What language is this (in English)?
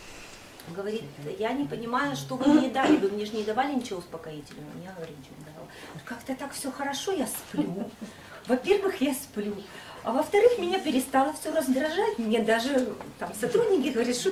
Russian